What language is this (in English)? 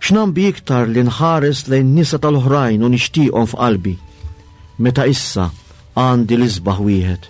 Maltese